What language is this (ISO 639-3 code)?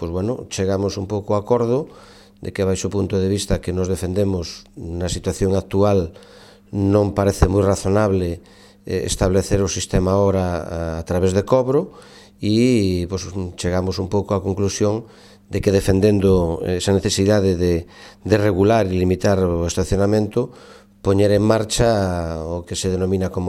glg